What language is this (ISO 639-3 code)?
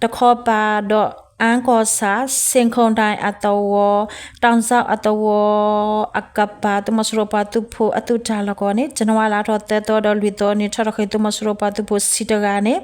ksw